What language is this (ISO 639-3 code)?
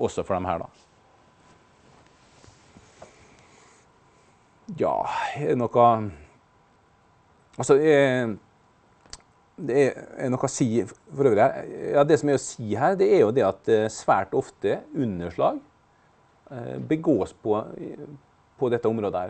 nor